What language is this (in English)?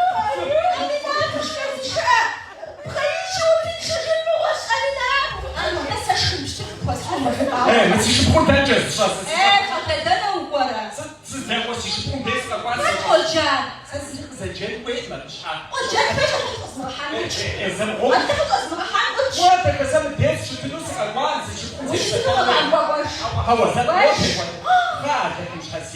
Kabardian